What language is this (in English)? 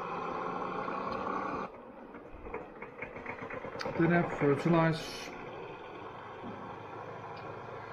Danish